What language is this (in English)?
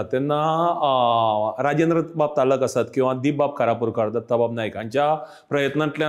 Konkani